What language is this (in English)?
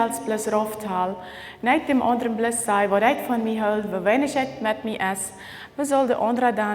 Plautdietsch